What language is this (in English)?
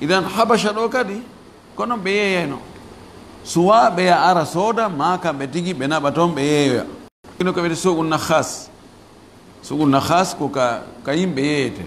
Fula